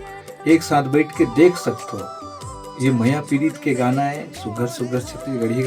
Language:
Chhattisgarhi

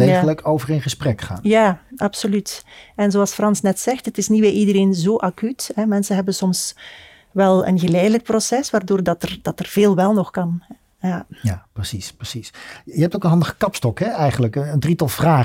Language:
Dutch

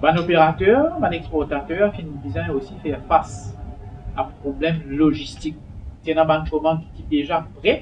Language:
Morisyen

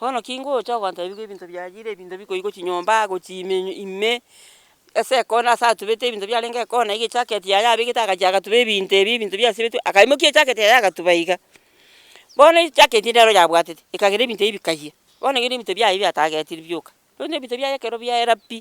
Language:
Gusii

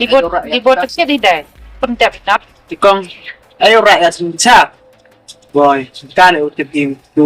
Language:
Khasi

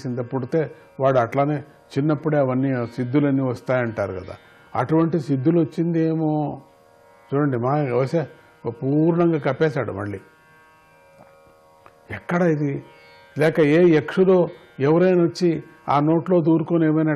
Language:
Telugu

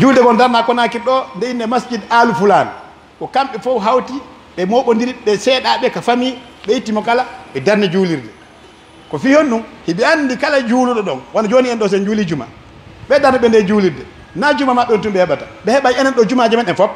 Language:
Pular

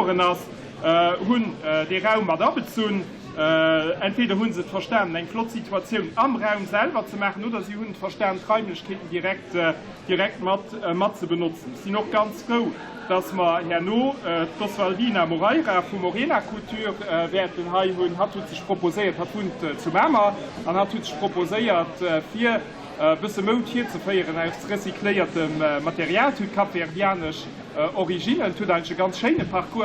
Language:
Luxembourgish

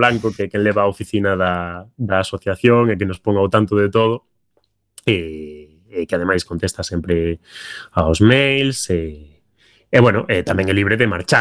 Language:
Galician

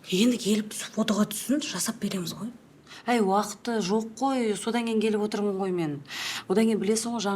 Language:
Kazakh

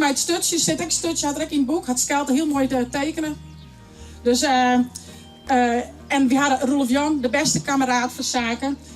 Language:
Western Frisian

